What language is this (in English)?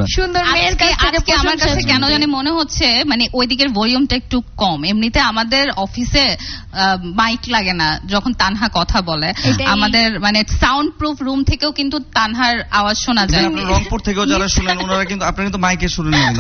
Bangla